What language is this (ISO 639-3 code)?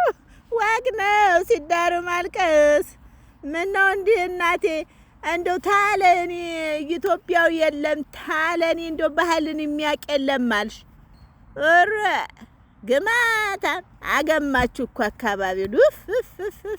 amh